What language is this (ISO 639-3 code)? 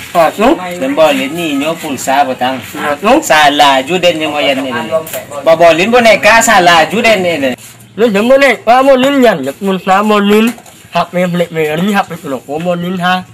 min